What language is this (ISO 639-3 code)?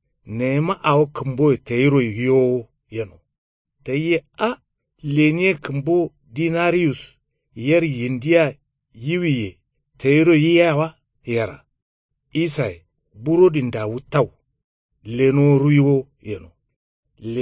kau